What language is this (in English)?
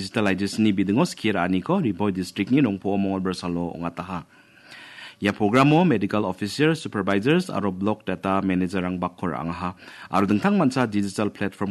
Garo